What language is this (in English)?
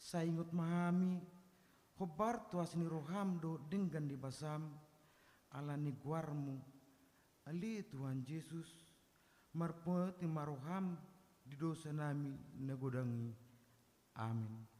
Batak Toba